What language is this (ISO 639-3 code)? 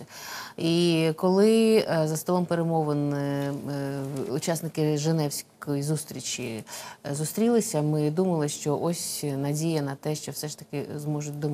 ukr